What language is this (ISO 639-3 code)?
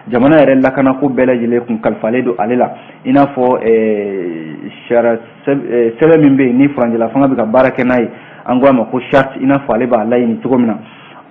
bam